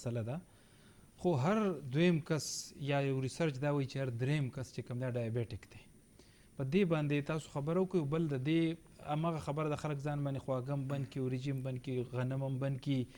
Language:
Pashto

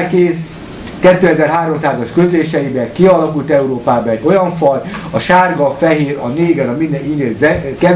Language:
Hungarian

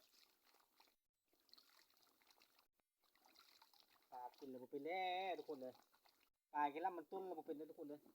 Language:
Lao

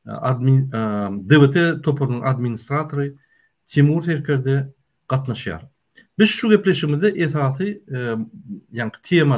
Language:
Turkmen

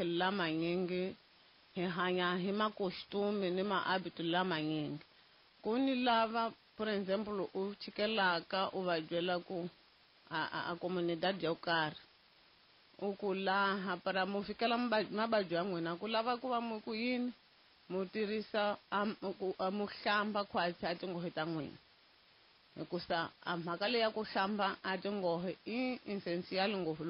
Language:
Tsonga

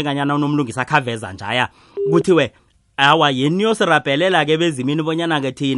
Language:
South Ndebele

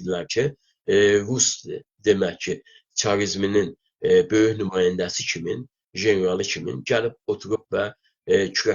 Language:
South Azerbaijani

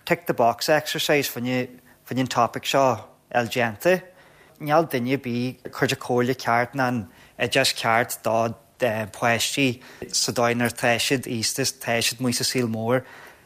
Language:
Irish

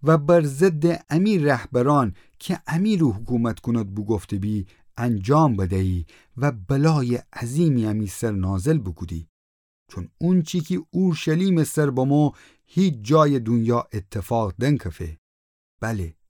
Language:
Gilaki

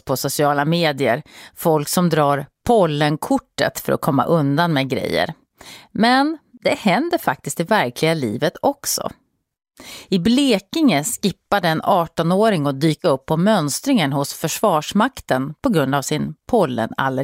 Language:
Swedish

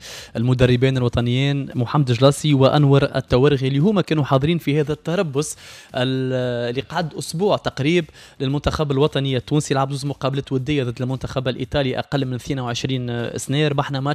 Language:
Tunisian Arabic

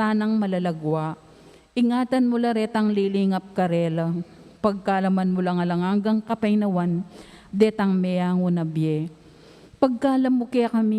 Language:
Pampanga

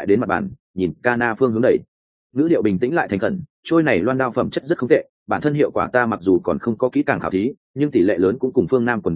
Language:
Vietnamese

